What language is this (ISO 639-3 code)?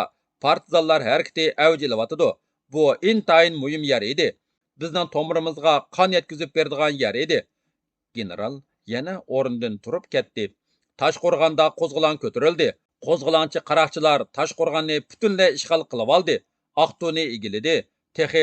uig